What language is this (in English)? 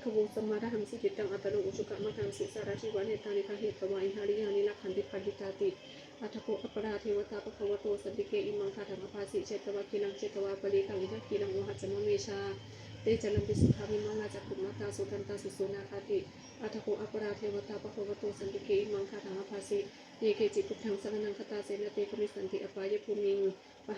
Pali